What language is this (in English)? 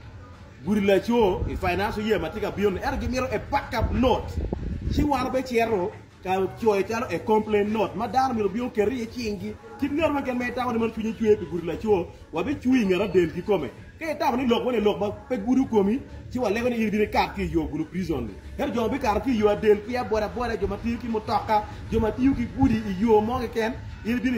Acoli